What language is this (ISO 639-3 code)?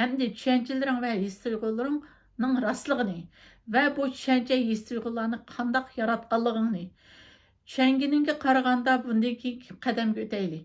uig